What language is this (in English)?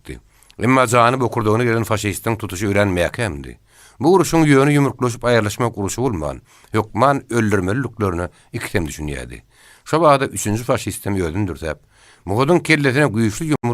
Turkmen